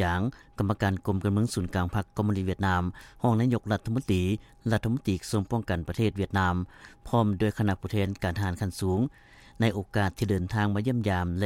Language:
Lao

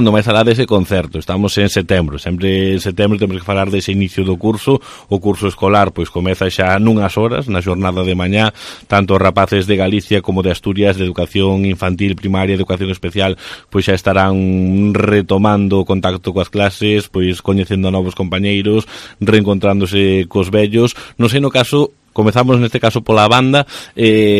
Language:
Galician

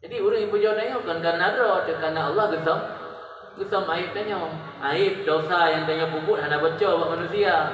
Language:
Achinese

